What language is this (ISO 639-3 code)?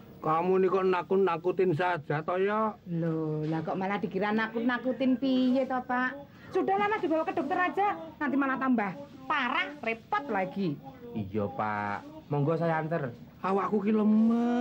bew